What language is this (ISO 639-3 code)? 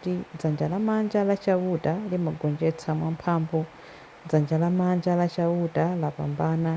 nya